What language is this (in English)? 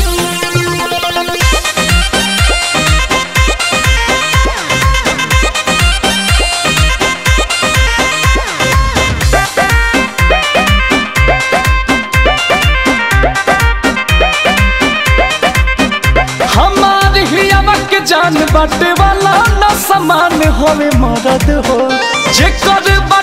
Bhojpuri